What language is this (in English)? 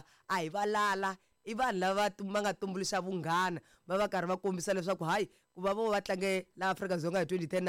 Tsonga